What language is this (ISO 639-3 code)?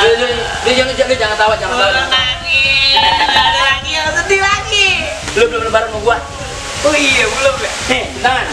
bew